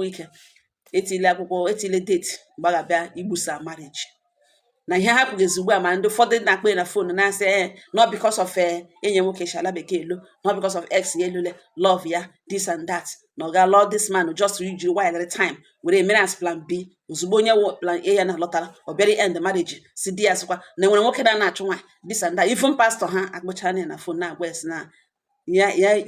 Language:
Igbo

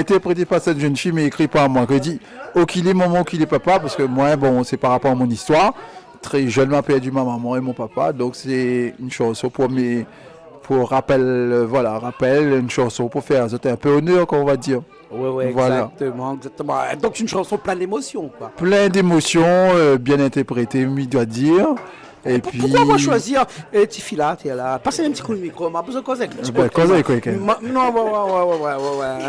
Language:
Réunion Creole French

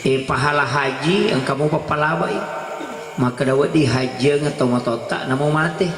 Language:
Buginese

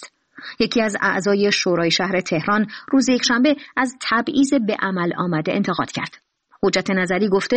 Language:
Persian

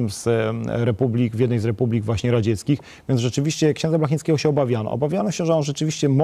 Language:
Polish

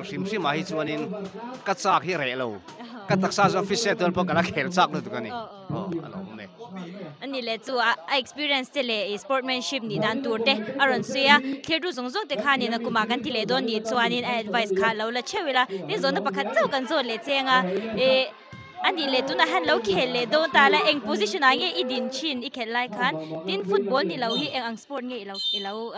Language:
Mizo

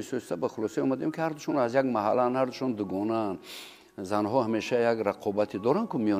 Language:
Tajik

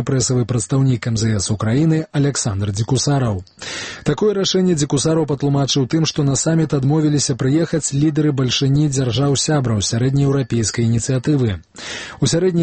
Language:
Belarusian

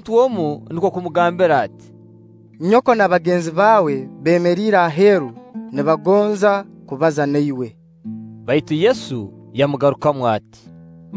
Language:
Nyoro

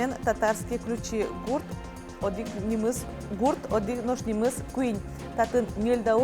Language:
Udmurt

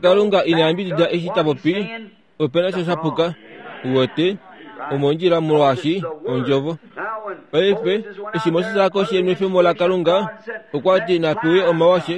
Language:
Kuanyama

